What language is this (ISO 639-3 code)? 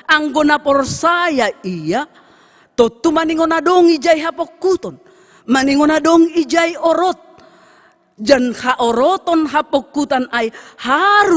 bts